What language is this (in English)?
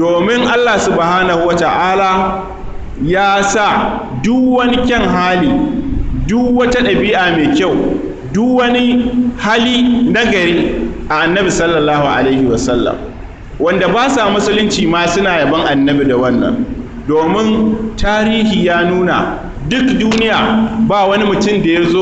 Hausa